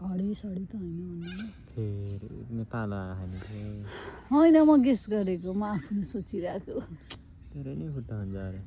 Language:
Nepali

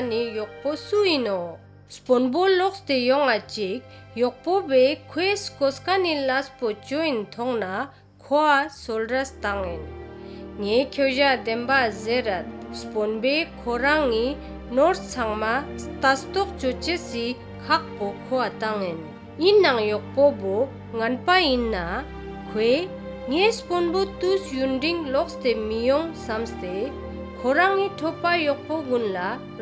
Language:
Ladakhi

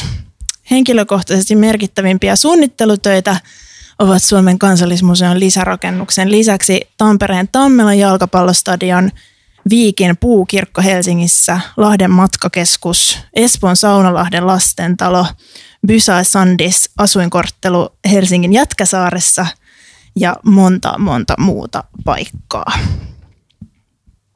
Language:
Finnish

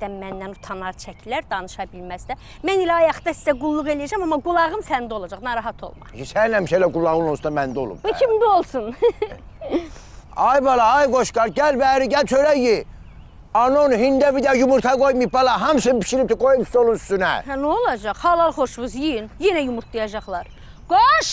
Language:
Azerbaijani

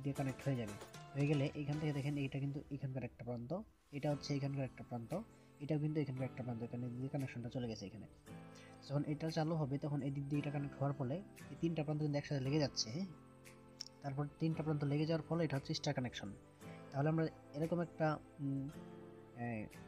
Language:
Bangla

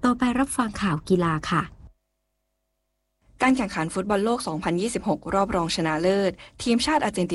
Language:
Thai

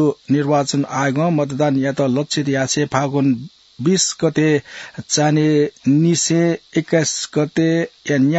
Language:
Newari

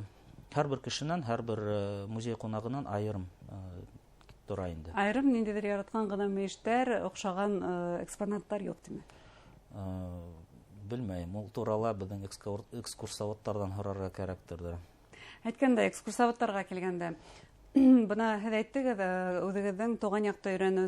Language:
Bashkir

